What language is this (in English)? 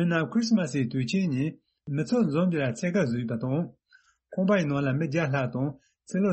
Tibetan